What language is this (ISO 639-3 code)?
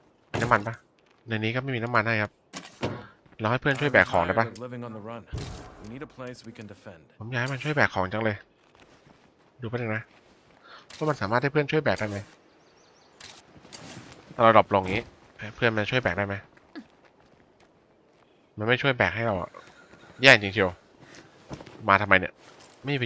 tha